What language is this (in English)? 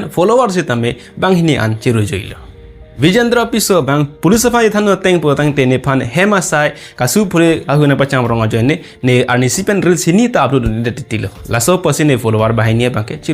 Karbi